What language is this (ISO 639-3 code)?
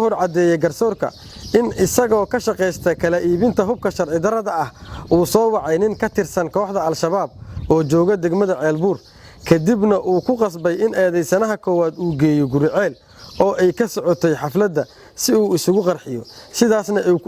som